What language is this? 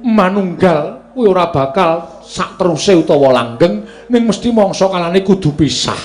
Javanese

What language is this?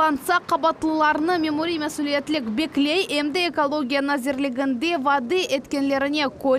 Crimean Tatar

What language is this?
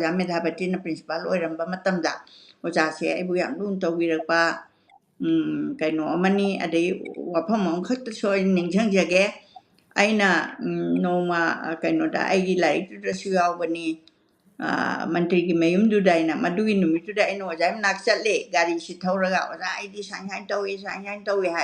Manipuri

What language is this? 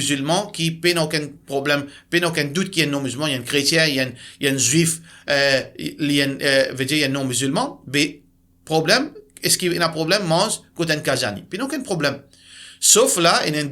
Morisyen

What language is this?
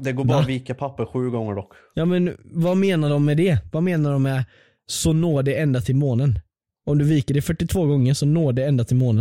Swedish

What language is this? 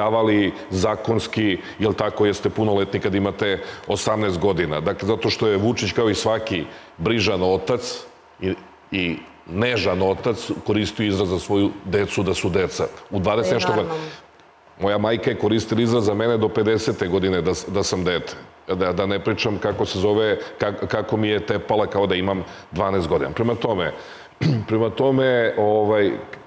Serbian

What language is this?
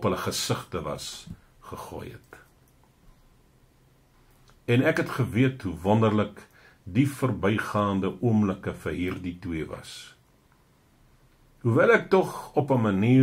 Afrikaans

